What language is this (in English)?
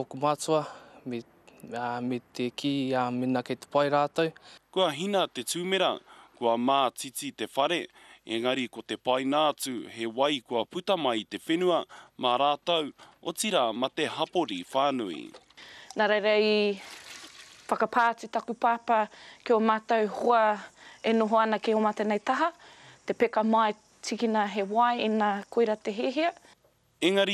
Māori